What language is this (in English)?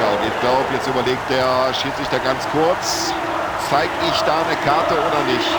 Bavarian